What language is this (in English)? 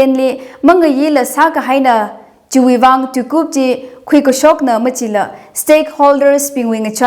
Tangkhul Naga (India)